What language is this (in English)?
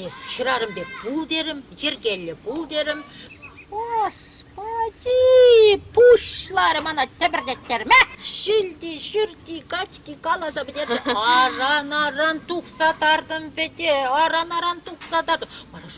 Chuvash